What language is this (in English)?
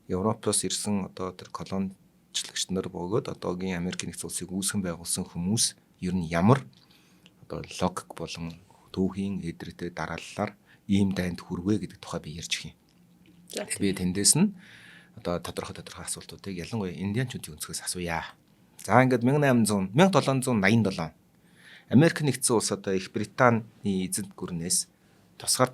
Mongolian